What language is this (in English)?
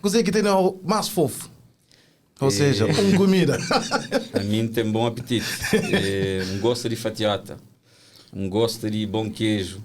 Kabuverdianu